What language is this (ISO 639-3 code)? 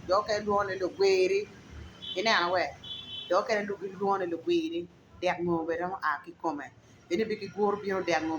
ach